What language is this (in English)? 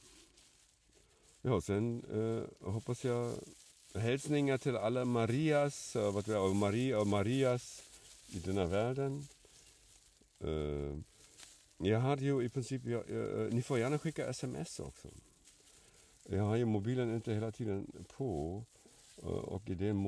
Swedish